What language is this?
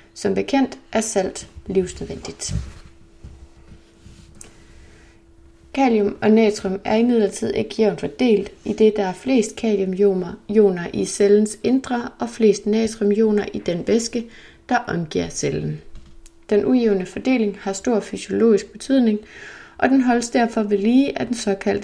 Danish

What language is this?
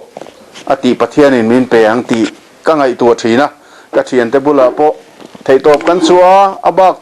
Mizo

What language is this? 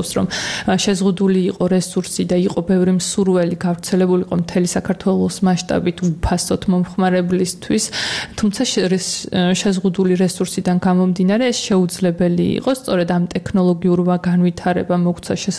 Georgian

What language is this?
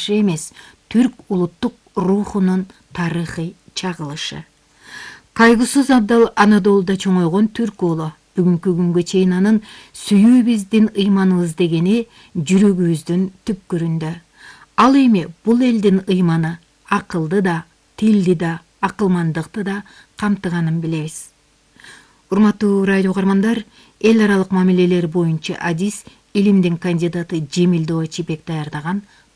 Kyrgyz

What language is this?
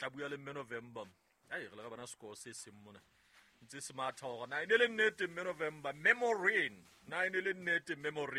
Southern Sotho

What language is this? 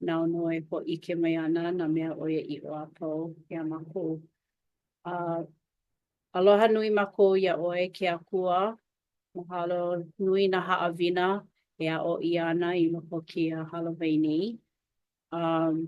Hawaiian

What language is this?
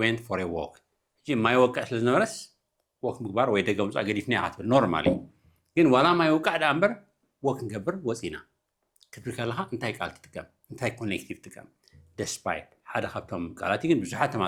Tigrinya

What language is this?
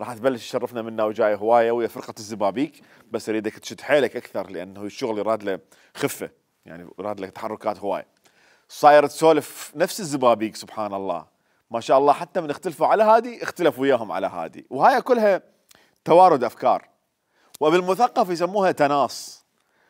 Mesopotamian Arabic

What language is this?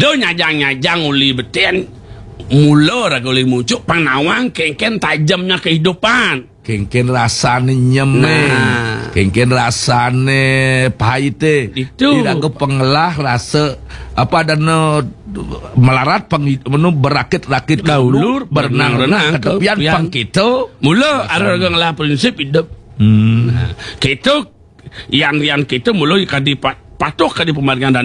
Balinese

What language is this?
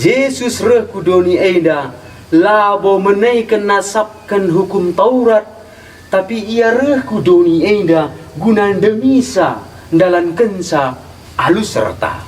Batak Karo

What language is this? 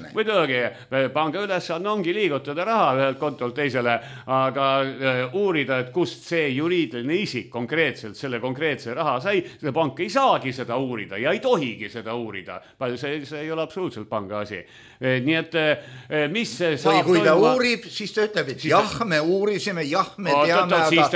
Estonian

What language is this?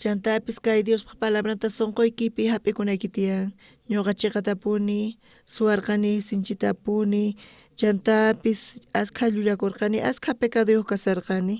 South Bolivian Quechua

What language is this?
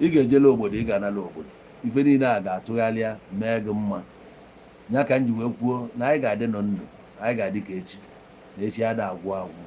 Igbo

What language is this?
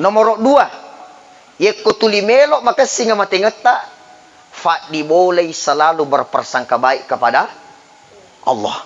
Buginese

